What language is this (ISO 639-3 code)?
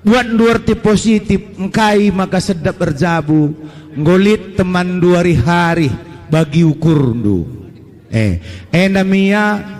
btx